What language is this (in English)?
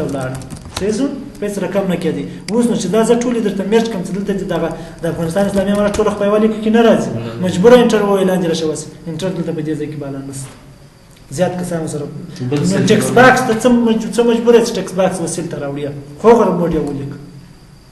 Pashto